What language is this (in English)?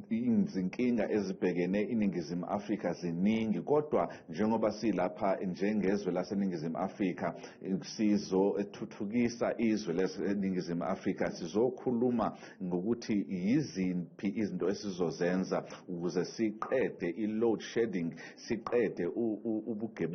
Zulu